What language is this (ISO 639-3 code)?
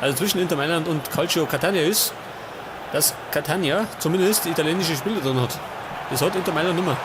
bar